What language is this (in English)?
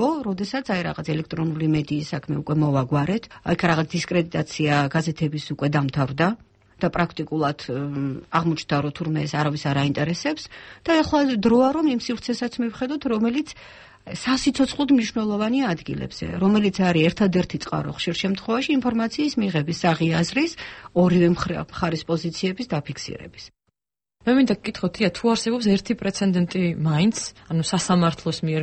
Georgian